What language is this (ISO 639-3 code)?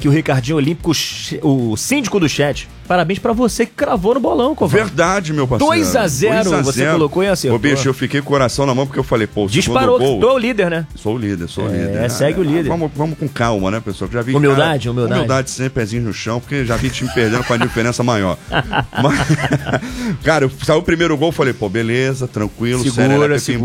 por